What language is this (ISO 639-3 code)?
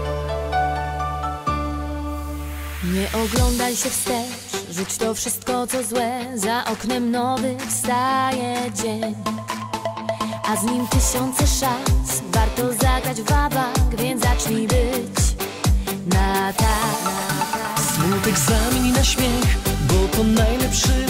pol